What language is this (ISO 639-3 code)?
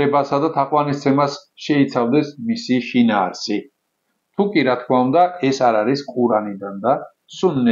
kat